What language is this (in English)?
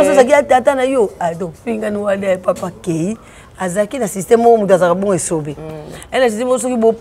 Lingala